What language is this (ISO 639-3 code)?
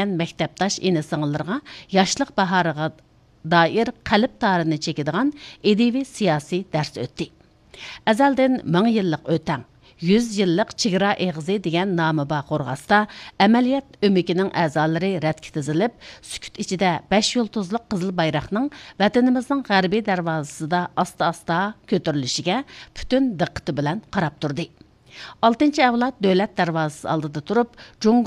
uig